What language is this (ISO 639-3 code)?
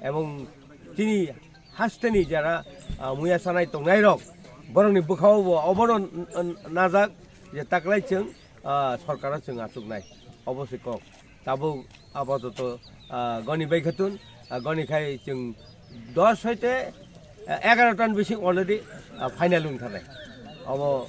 trp